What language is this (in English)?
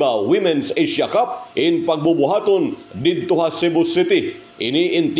Waray